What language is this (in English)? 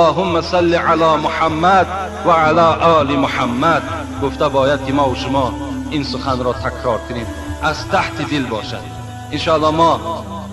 Tajik